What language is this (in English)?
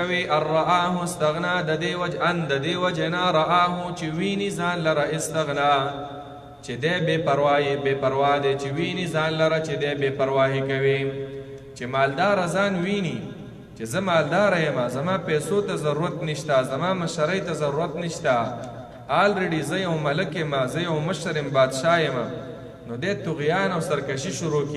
Pashto